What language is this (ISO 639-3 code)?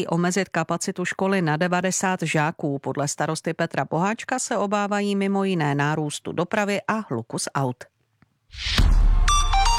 ces